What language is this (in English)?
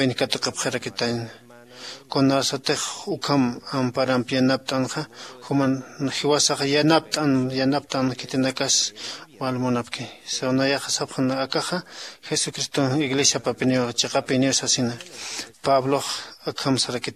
Aymara